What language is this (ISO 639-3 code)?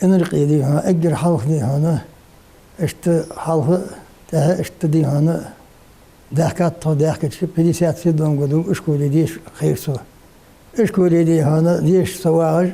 inh